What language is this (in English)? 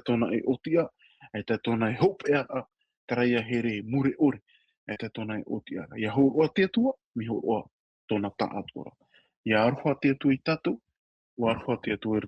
Tahitian